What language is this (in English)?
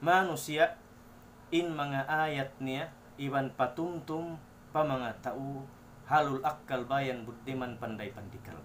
Tausug